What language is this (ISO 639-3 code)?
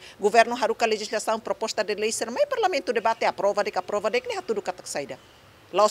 tet